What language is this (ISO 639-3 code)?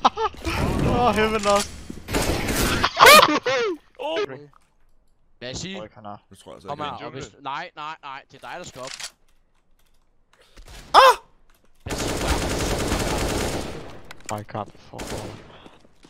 dan